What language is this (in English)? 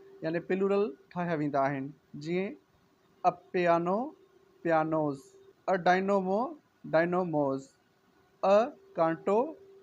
Sindhi